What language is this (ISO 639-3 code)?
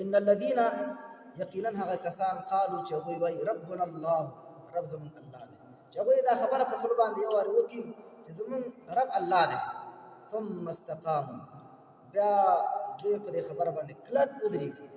pus